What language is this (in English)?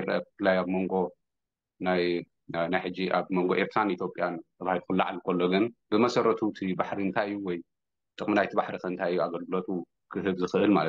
Tigrinya